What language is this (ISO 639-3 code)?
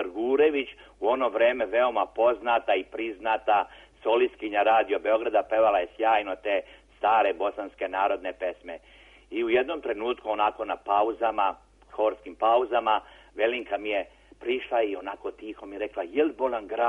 srp